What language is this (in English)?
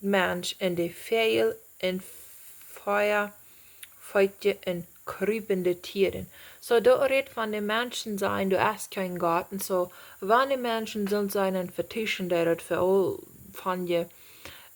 Plautdietsch